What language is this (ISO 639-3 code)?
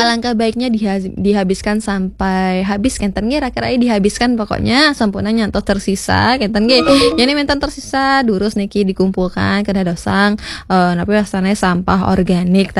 ban